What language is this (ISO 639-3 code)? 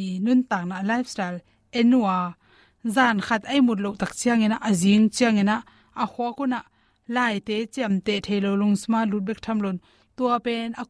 ctd